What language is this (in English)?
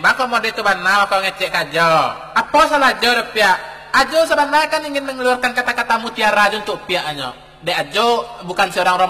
Minangkabau